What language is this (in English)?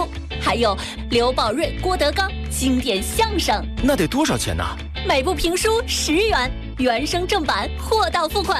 Chinese